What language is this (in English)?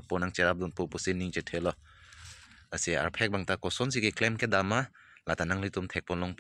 Karbi